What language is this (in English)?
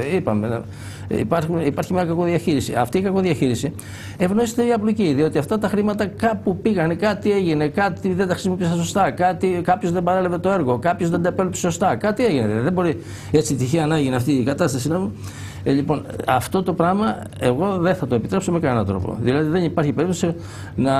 Greek